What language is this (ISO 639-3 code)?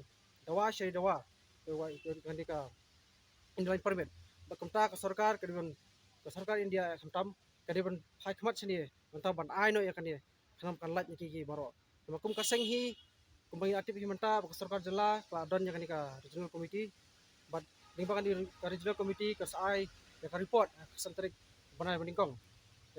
kha